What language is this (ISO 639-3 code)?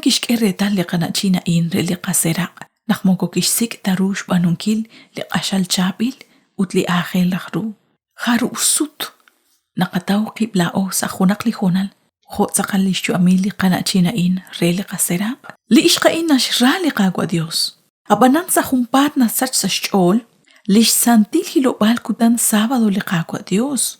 kek